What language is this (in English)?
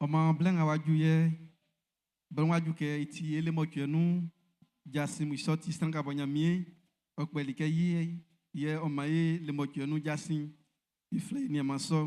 Baoulé